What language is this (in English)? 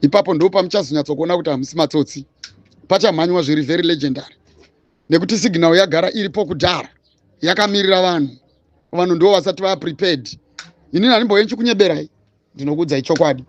Shona